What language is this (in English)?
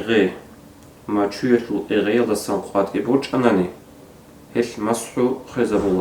Avaric